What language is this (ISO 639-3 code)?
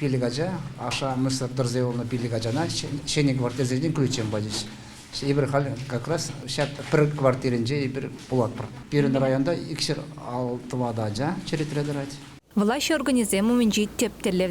chv